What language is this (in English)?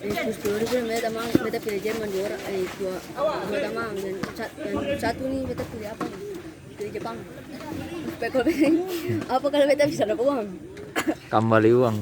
Ambonese Malay